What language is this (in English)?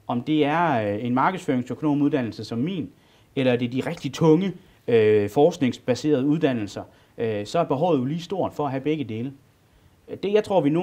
Danish